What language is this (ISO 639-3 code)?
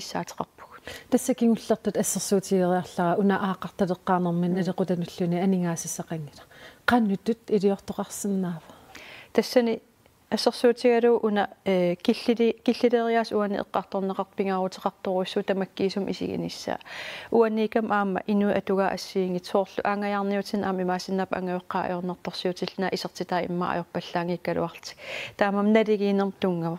kal